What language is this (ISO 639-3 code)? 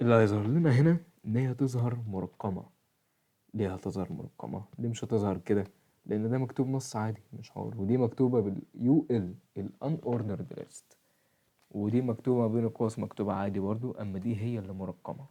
arz